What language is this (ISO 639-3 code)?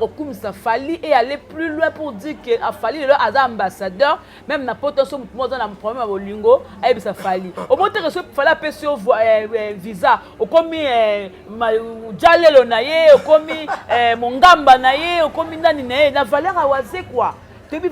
lin